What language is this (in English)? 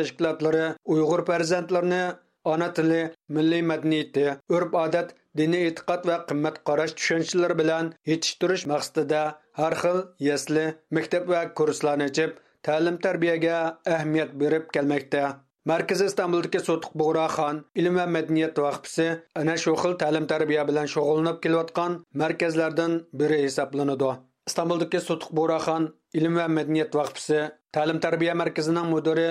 Uyghur